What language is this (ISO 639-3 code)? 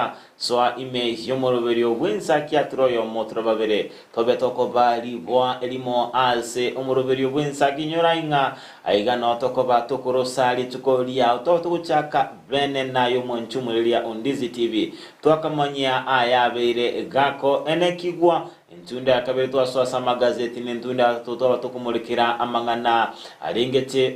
guz